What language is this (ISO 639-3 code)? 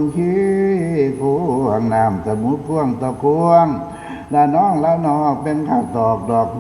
tts